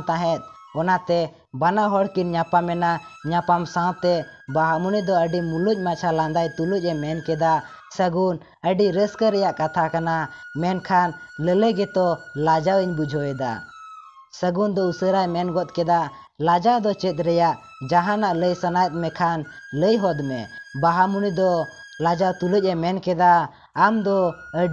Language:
Santali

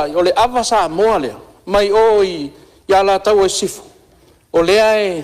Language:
Samoan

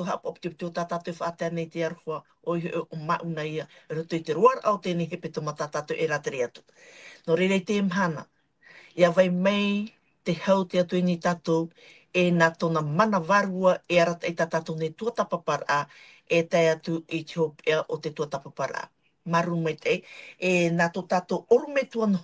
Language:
Tahitian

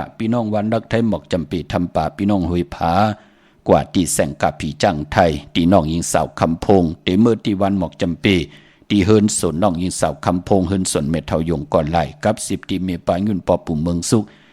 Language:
Shan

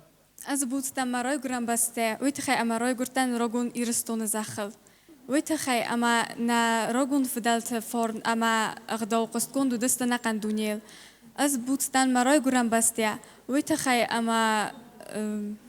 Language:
Ossetic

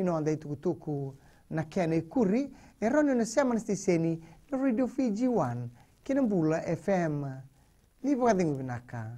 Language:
Fijian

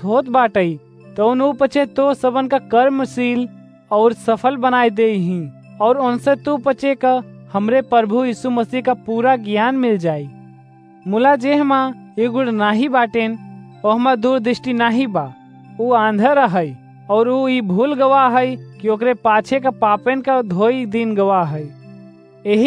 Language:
Awadhi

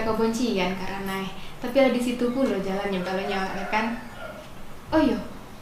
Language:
Minangkabau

